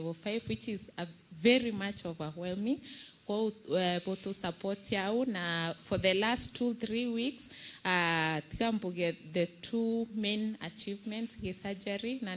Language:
Meru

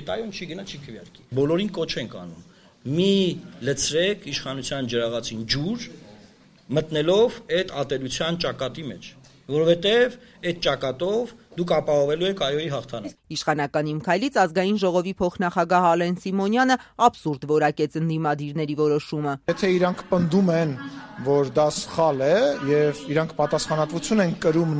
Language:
Armenian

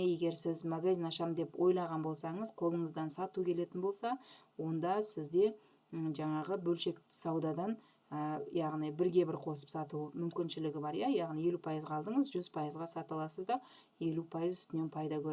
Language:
Kazakh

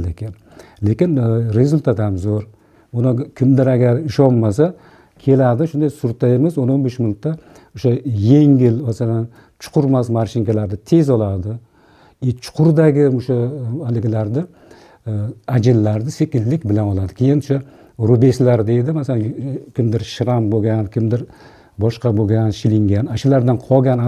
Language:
Uzbek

